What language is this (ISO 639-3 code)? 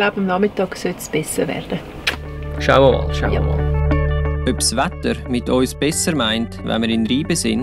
gsw